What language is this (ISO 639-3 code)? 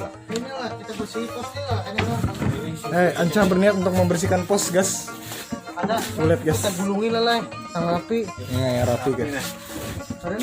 bjn